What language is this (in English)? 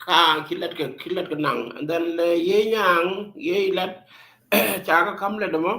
Nuer